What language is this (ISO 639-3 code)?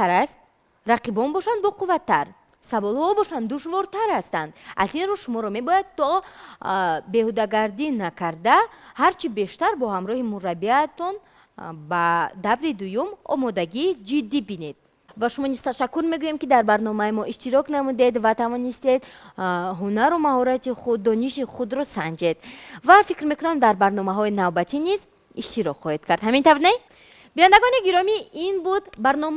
tgk